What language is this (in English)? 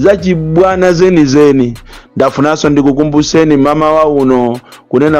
Nyanja